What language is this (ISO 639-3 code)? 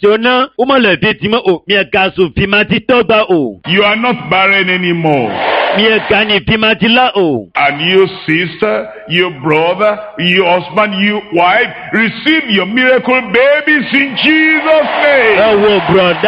ewe